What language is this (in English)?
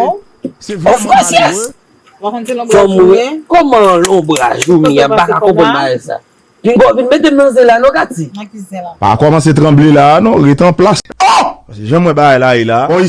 Haitian Creole